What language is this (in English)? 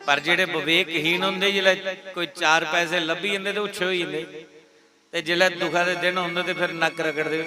Dogri